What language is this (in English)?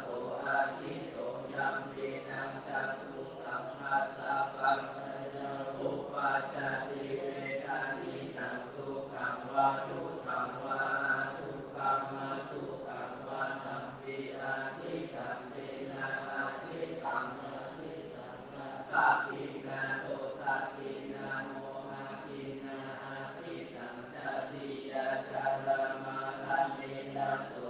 Pali